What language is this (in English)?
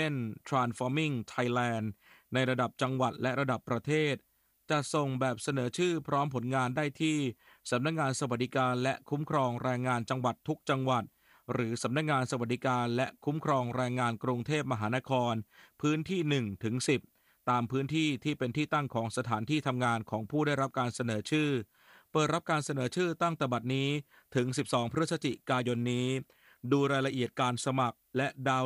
Thai